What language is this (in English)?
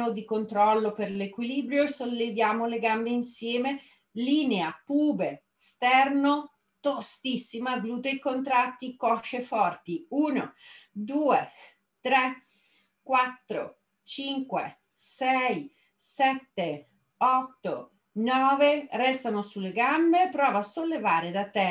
Italian